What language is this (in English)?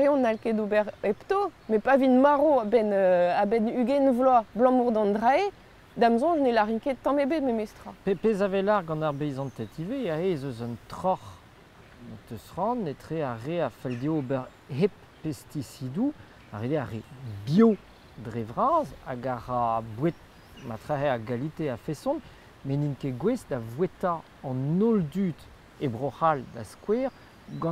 Breton